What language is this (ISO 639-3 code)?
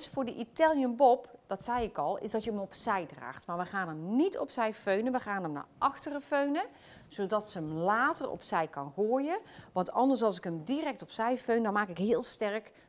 nld